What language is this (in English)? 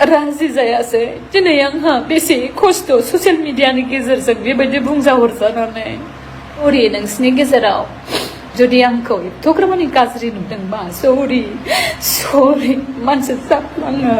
Bodo